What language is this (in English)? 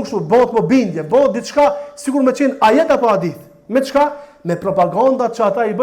Albanian